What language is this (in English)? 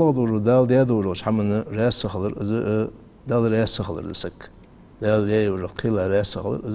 Ingush